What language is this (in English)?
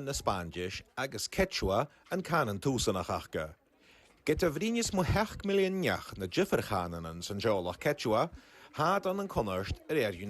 Scottish Gaelic